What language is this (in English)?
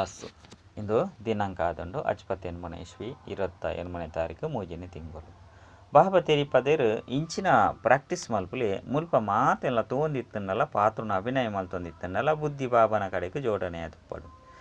Tulu